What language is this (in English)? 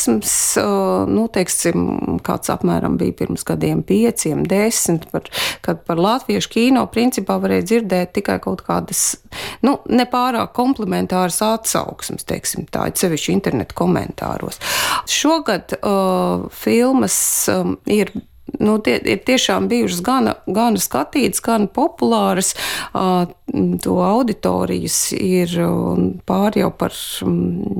Latvian